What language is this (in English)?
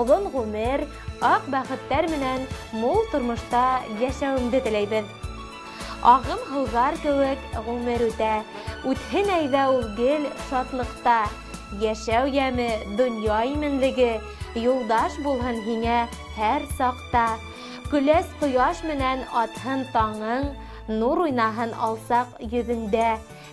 Bashkir